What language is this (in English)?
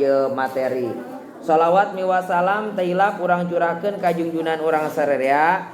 Sundanese